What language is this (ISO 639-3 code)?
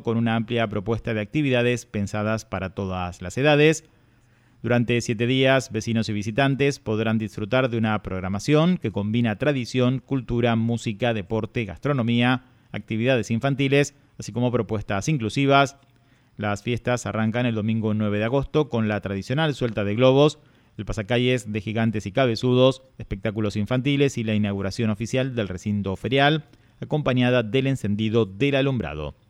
spa